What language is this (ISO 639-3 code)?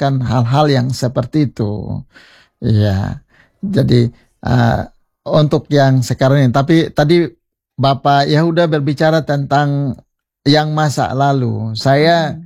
ind